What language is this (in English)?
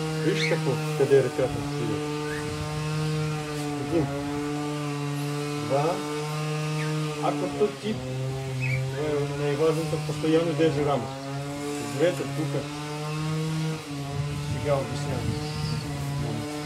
Bulgarian